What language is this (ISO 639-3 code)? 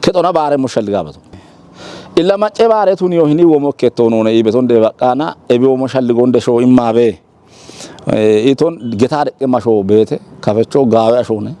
kbr